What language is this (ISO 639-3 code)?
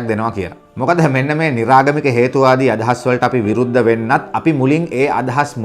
sin